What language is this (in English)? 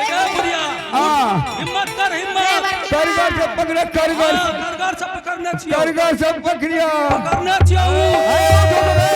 Angika